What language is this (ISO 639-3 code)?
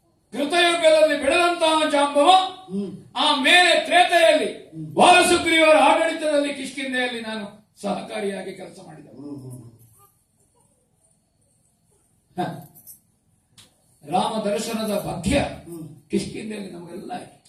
kan